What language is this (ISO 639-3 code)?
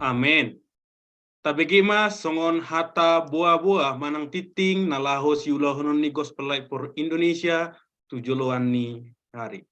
bbc